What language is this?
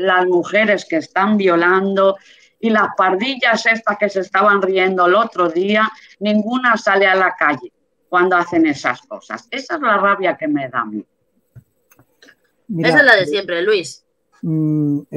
Spanish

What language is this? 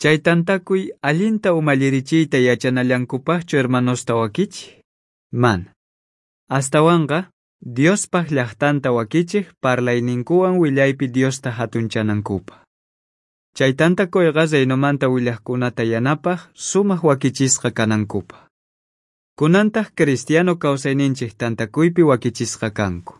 South Bolivian Quechua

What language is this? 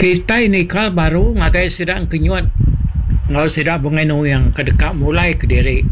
Iban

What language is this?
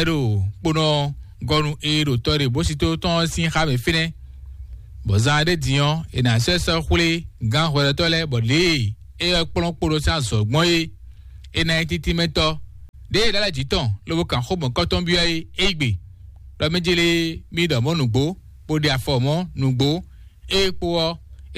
Fon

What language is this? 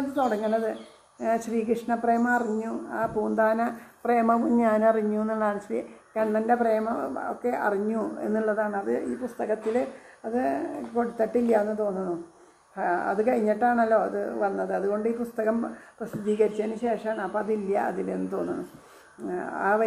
Malayalam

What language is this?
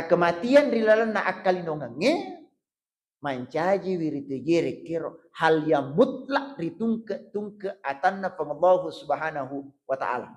Buginese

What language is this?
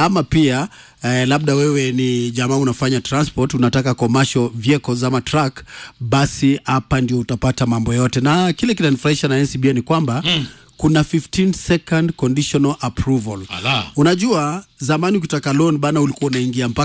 Swahili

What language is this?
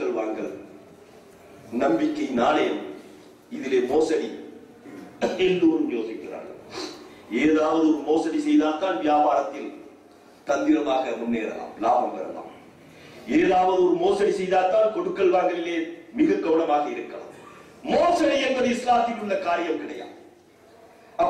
Tamil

